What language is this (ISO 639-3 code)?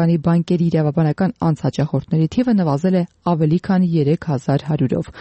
hye